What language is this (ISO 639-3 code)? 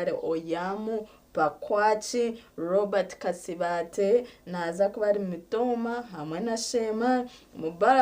nyn